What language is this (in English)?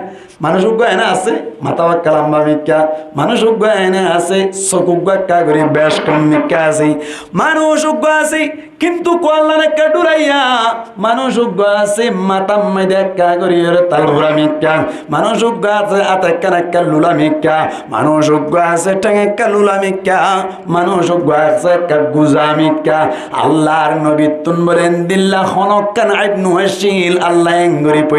Rohingya